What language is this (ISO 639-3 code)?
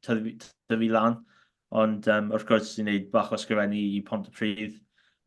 cym